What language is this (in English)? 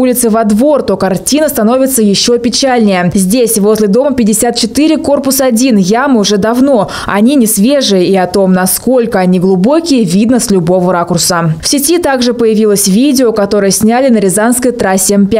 Russian